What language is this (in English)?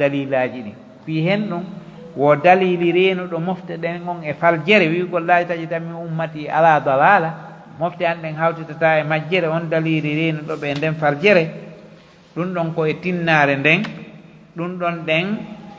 Pular